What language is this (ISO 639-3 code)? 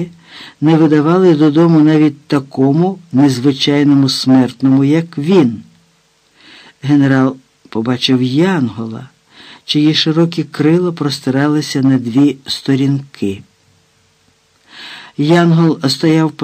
ukr